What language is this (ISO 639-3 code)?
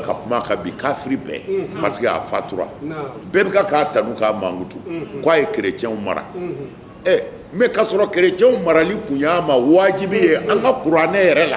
bam